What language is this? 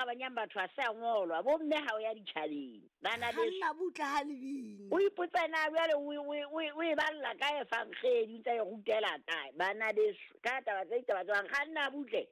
Southern Sotho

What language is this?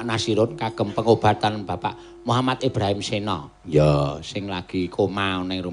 Javanese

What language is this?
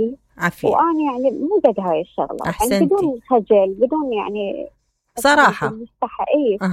Mesopotamian Arabic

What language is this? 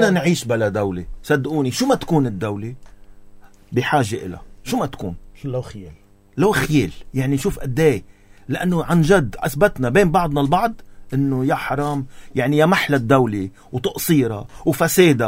North Levantine Arabic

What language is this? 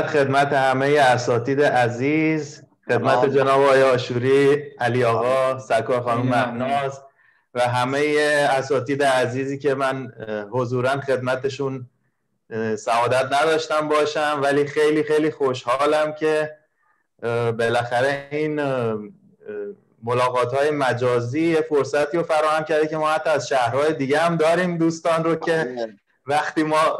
Persian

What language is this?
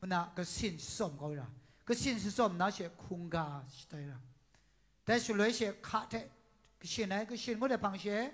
Kachin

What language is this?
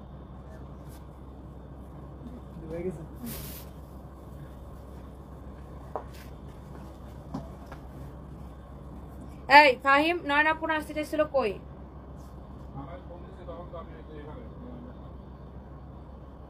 Bangla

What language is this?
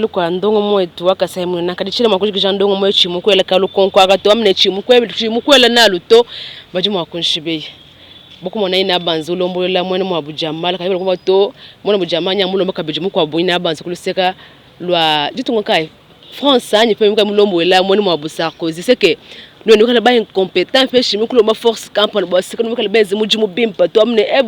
Luba-Lulua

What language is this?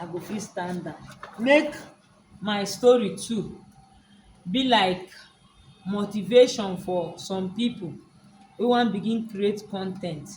Nigerian Pidgin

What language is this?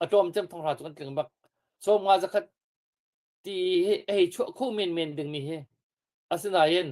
Hakha Chin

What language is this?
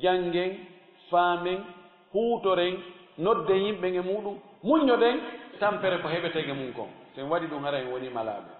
Fula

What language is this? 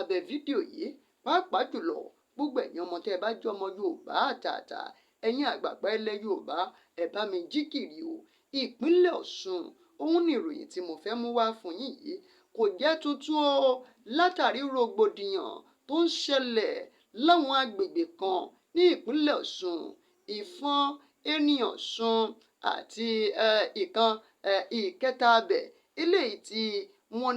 Yoruba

